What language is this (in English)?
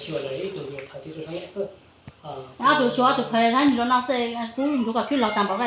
Hmong